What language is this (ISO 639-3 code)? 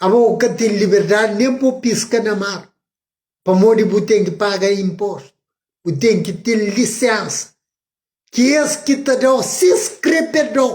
kea